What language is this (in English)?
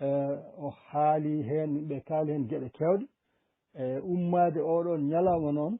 Fula